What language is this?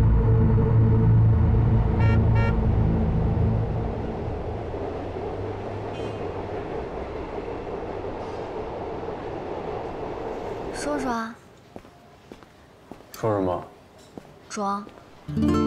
Chinese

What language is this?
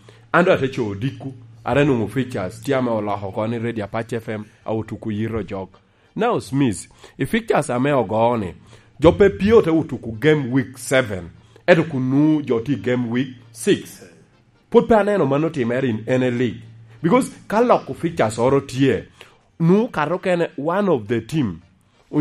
Lango (Uganda)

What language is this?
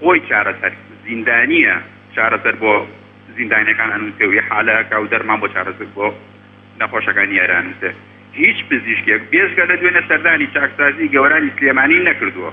Central Kurdish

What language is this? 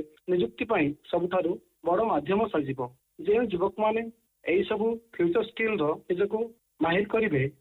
Odia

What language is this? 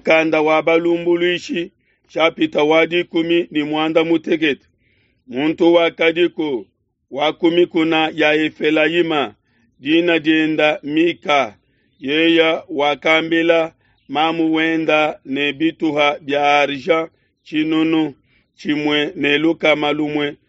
Luba-Lulua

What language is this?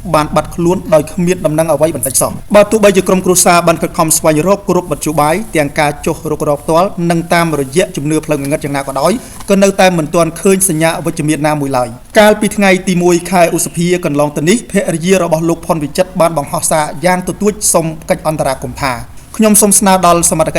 Khmer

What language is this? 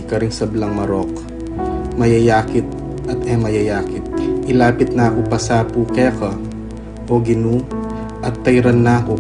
Pampanga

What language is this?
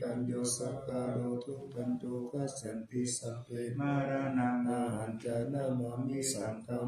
Pali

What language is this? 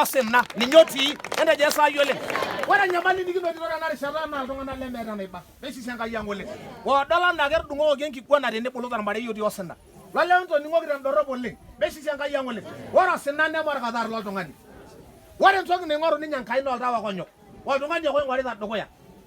Masai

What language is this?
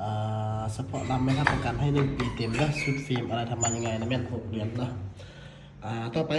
Lao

